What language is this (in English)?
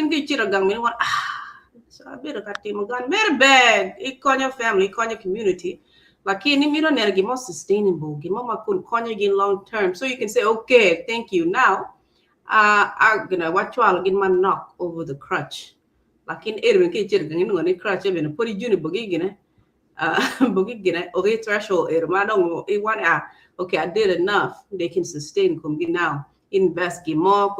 Acoli